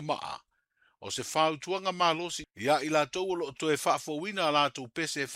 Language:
Samoan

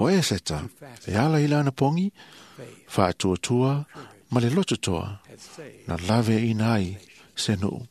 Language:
Samoan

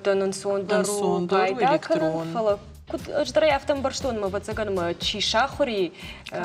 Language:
Ossetic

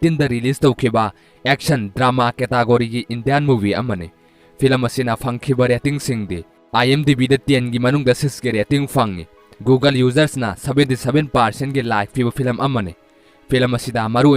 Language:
Manipuri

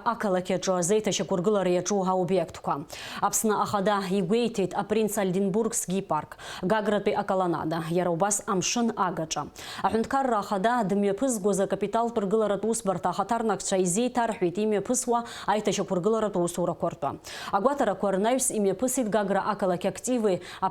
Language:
Abkhazian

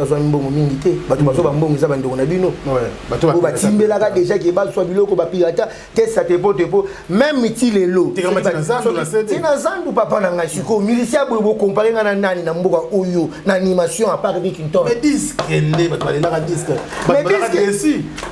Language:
Lingala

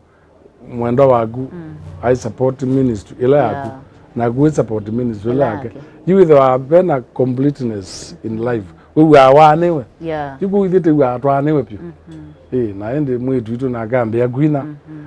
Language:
Kamba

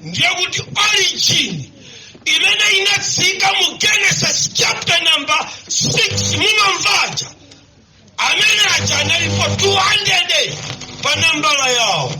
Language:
Nyanja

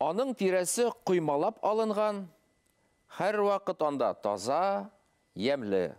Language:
Bashkir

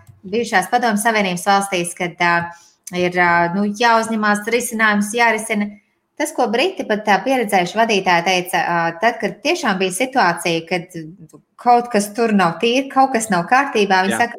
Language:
Latvian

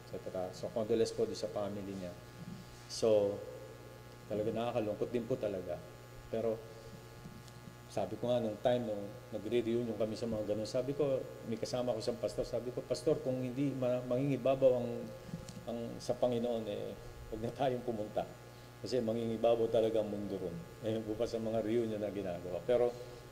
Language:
Filipino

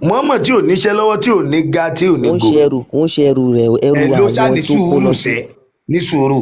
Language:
Yoruba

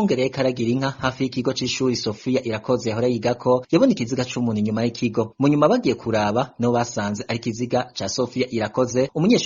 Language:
Rundi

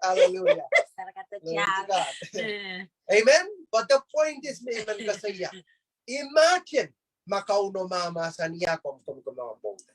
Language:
Pohnpeian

